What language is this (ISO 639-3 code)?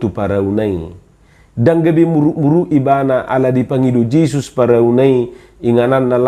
bbc